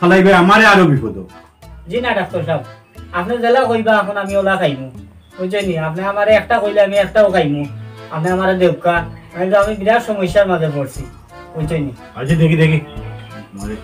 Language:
Sylheti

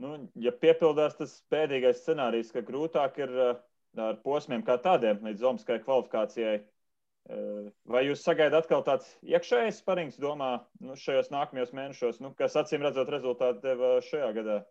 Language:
Latvian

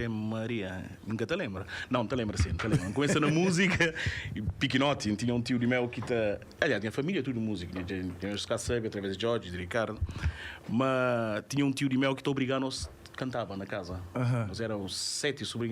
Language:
Kabuverdianu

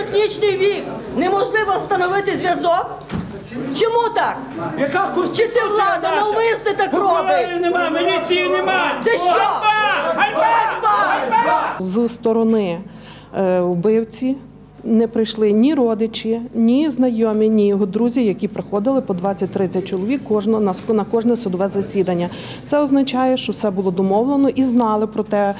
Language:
Ukrainian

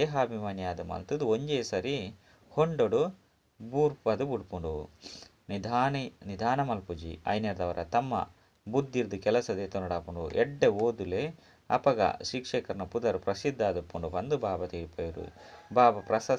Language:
Tulu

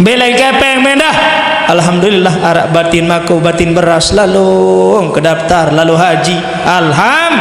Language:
Sasak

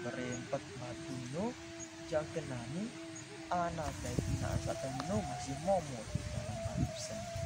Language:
Sasak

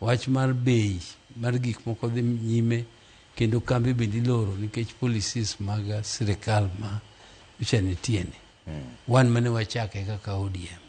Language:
Luo (Kenya and Tanzania)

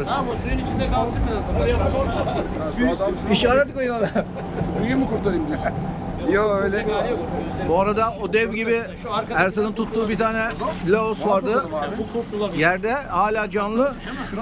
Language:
Turkish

